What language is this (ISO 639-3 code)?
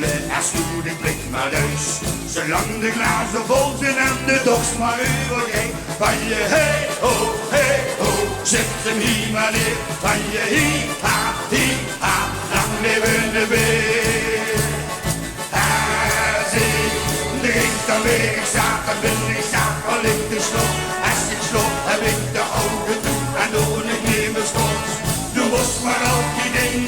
lim